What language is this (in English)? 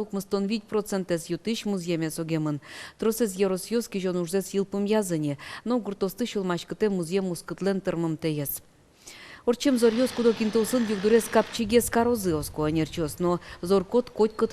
Udmurt